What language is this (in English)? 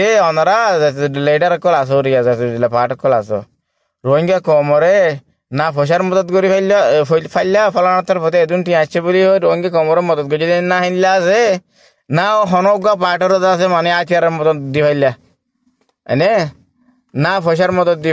Rohingya